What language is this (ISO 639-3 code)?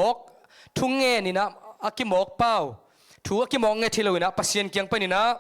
ctd